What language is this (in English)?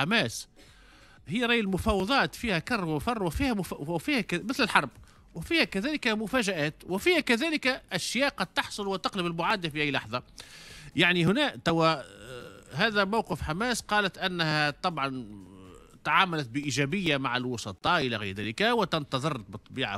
Tunisian Arabic